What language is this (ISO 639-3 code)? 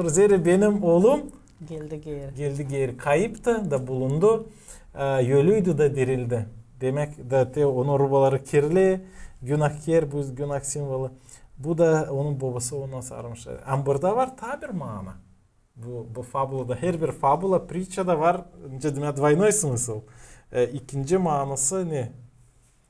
gag